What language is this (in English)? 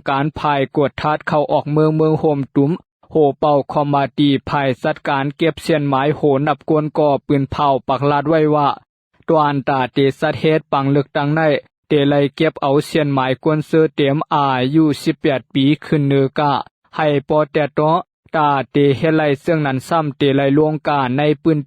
Shan